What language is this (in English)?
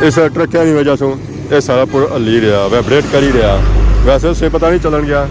Pahari-Potwari